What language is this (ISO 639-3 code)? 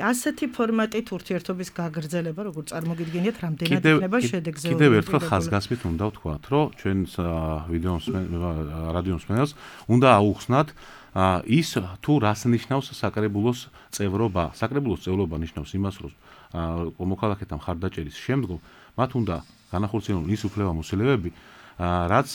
kat